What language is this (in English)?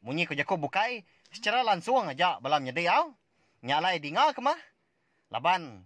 Iban